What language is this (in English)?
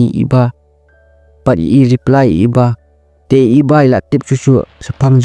Khasi